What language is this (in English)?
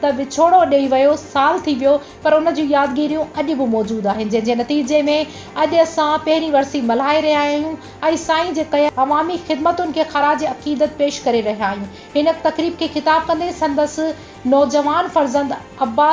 Sindhi